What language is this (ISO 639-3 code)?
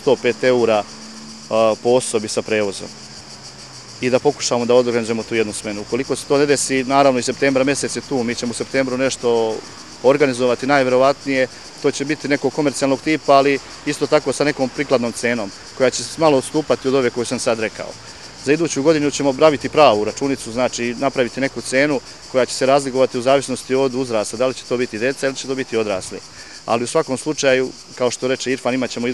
srp